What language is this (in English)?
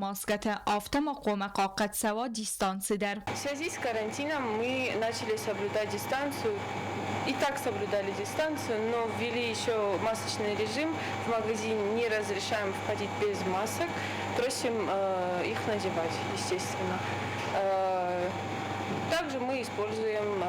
Ossetic